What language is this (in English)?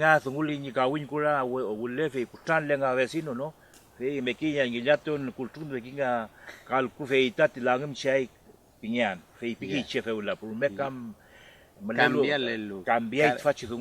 Mapuche